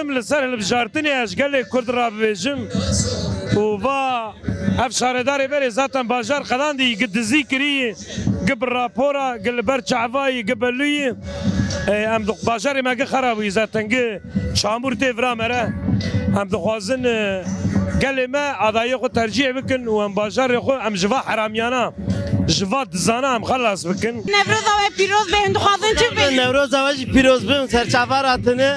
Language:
Kurdish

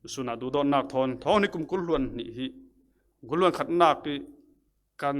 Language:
Falam Chin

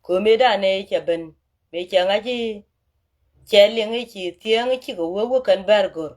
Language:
Nuer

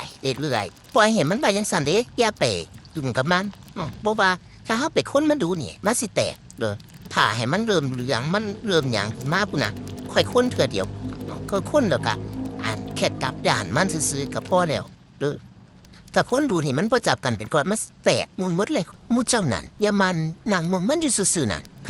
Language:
Northeastern Thai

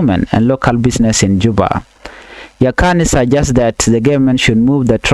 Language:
Nuer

